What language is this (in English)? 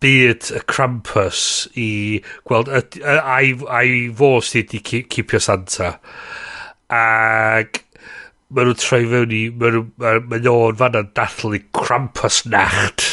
Welsh